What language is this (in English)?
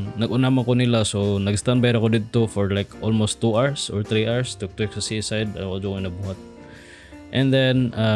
Cebuano